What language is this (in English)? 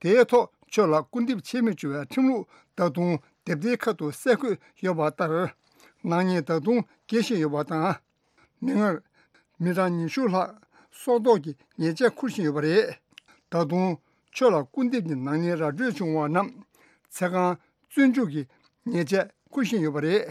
Tibetan